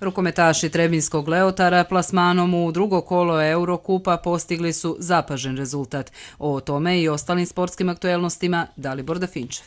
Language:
Croatian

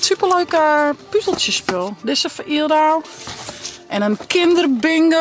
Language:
Western Frisian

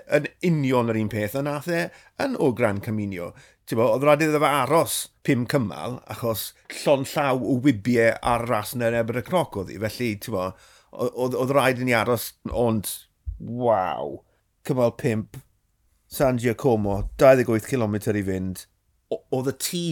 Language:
Welsh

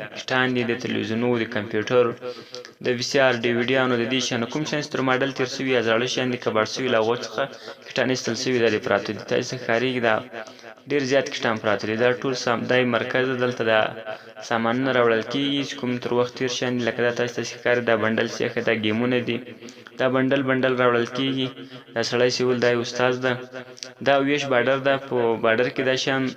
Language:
Pashto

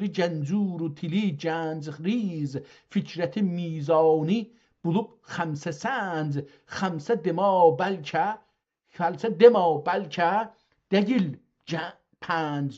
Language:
South Azerbaijani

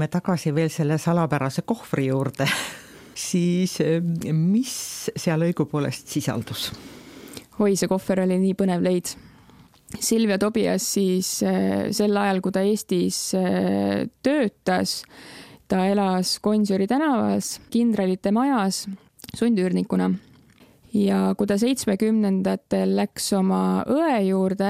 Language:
Estonian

